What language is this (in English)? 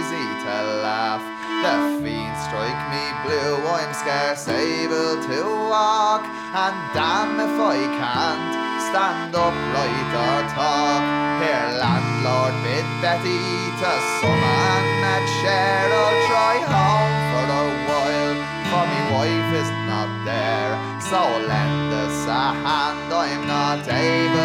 English